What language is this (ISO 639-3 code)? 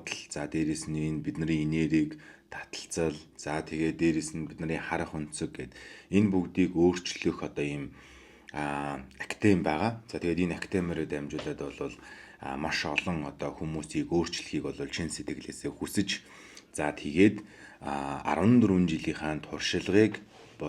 mon